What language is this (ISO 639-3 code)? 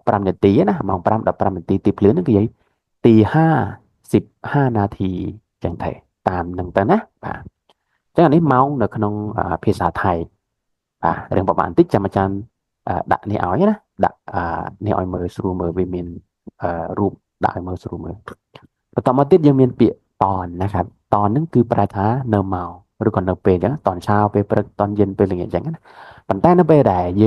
khm